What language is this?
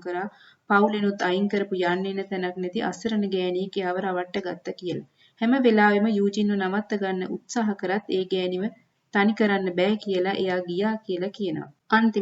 Sinhala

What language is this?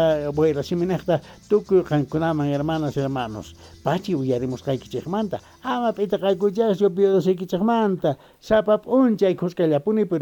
South Bolivian Quechua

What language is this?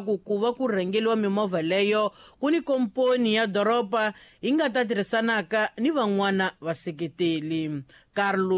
Tsonga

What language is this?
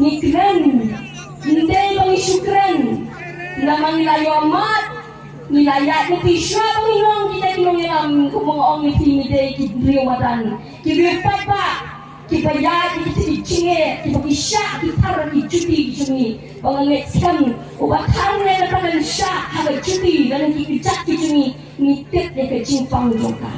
Khasi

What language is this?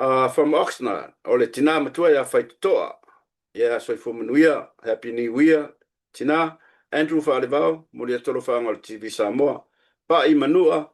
Samoan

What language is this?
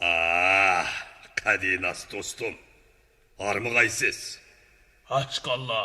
Uyghur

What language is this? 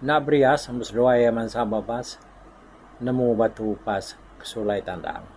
Iban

